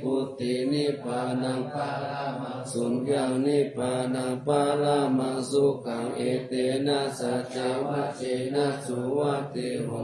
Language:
Pali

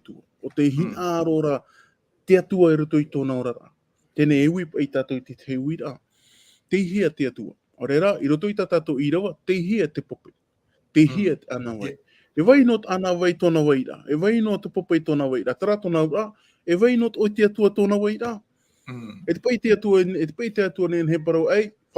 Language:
Tahitian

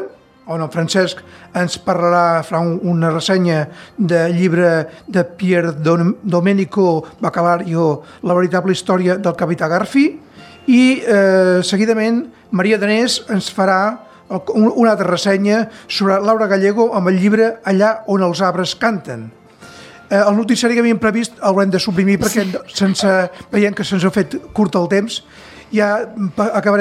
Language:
Catalan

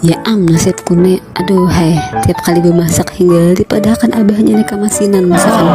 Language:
Banjar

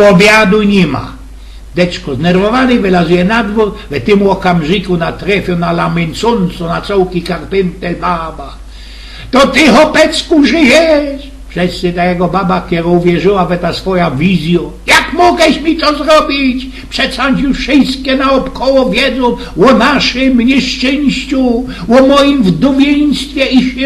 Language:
Silesian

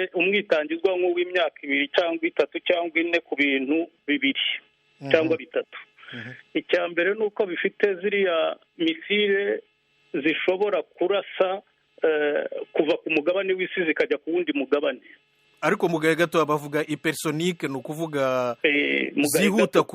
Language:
Kinyarwanda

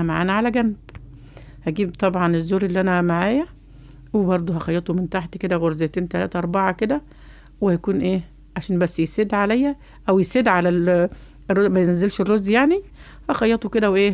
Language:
Egyptian Arabic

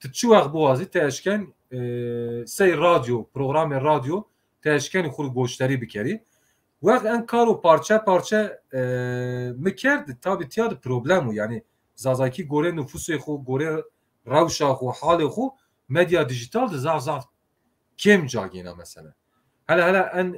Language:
Zaza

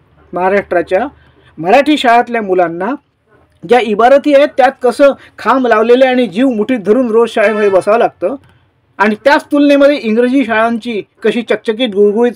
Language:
Marathi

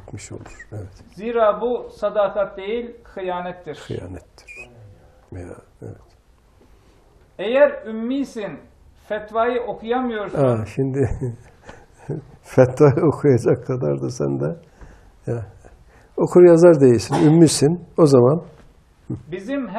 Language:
Turkish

